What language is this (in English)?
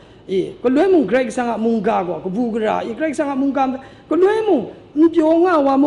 Kachin